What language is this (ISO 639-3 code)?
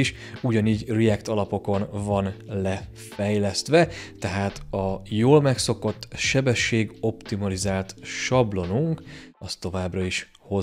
hun